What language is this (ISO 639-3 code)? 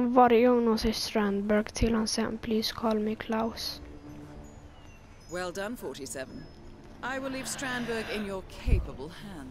swe